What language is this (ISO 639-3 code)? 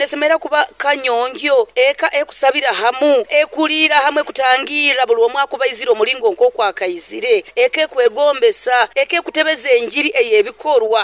nyo